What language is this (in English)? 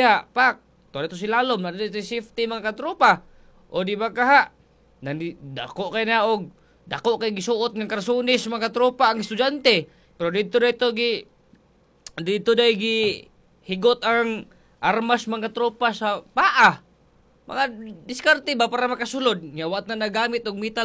Cebuano